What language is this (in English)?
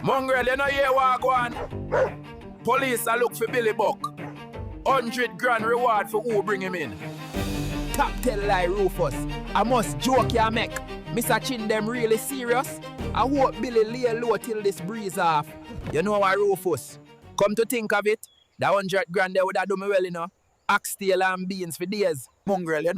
Jamaican Creole English